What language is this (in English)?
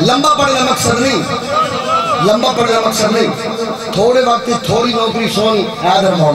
Urdu